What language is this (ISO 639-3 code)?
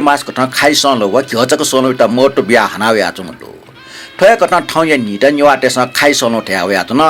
new